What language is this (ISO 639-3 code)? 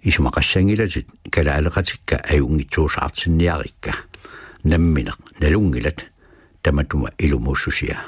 kal